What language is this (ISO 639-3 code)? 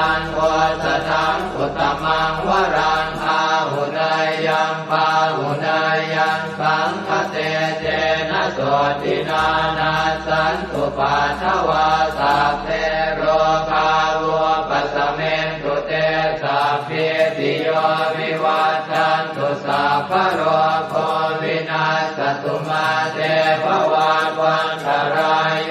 pli